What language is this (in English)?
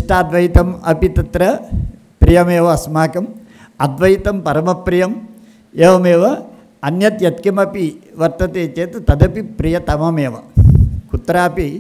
Sanskrit